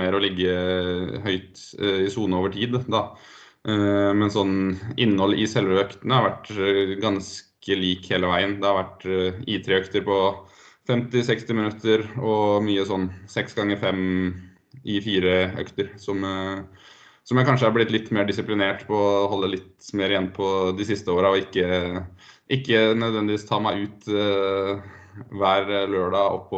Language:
Norwegian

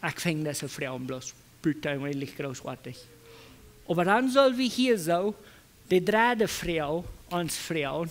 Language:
Plautdietsch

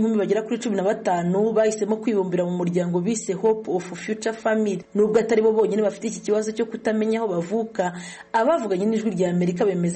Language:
Kinyarwanda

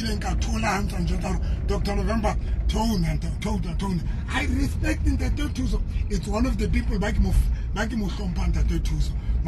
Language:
Tswana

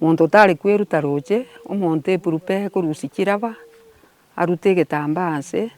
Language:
Gusii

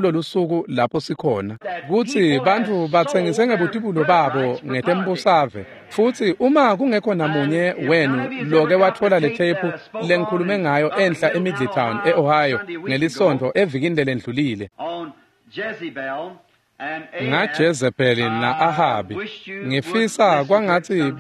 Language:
Swati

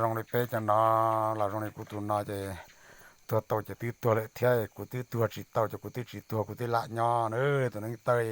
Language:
Hmong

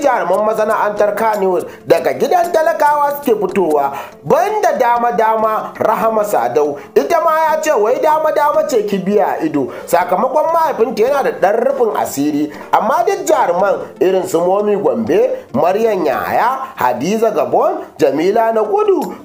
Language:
Hausa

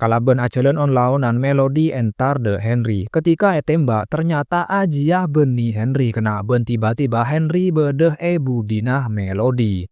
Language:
Madurese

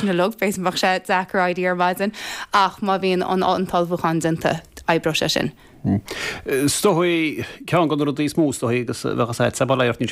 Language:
Irish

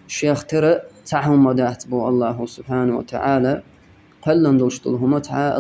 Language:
Chechen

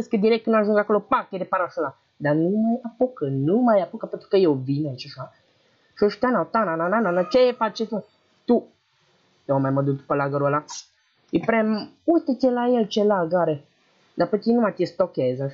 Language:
Romanian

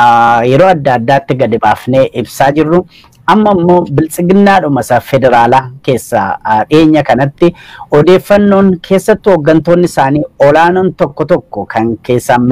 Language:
Oromo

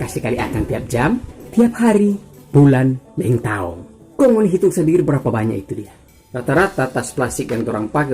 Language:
Manado Malay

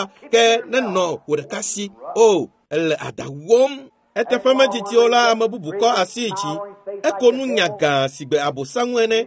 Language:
Ewe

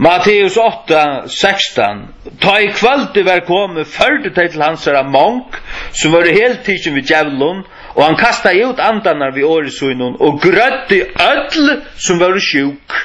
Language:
Faroese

